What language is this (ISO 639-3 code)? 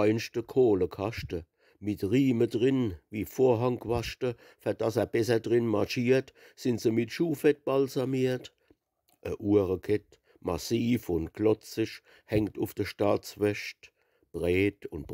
pfl